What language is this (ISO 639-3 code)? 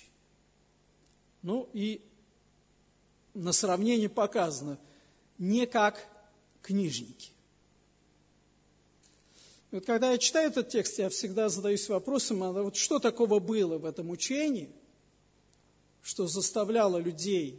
rus